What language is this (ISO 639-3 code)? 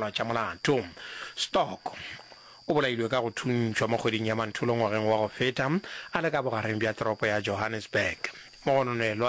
nso